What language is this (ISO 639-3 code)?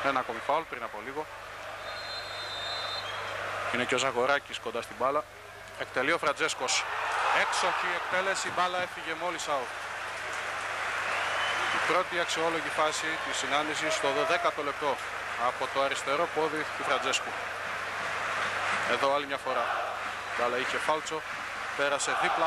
ell